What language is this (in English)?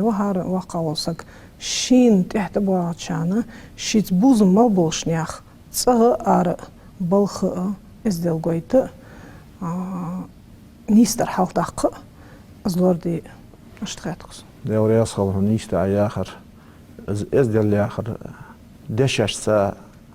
Ingush